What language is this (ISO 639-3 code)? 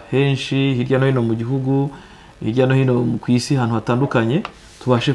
kin